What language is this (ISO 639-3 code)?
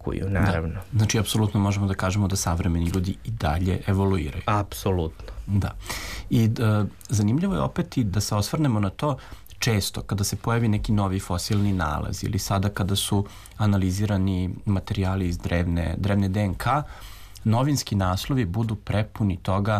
srp